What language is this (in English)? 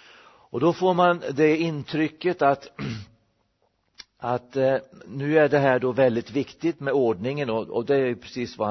Swedish